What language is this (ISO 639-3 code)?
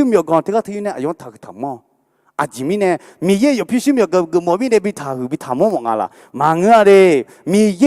ahk